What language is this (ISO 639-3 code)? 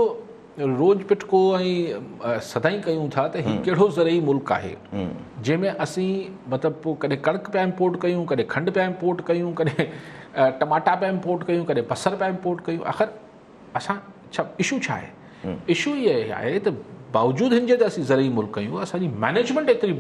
snd